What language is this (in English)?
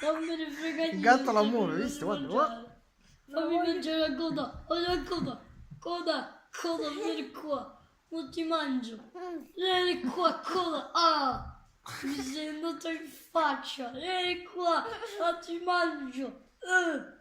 Neapolitan